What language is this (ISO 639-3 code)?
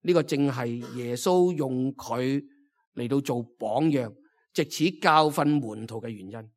yue